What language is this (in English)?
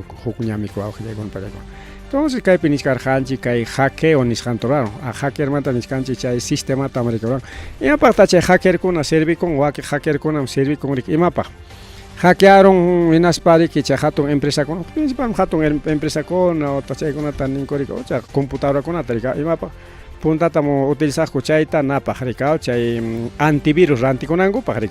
Ayacucho Quechua